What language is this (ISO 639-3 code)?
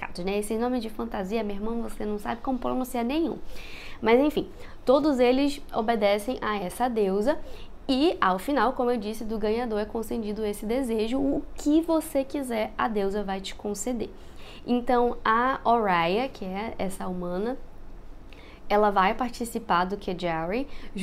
por